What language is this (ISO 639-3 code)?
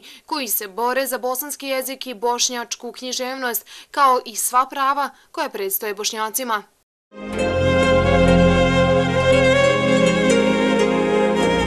bos